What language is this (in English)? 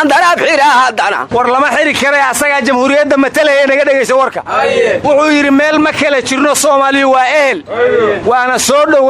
Somali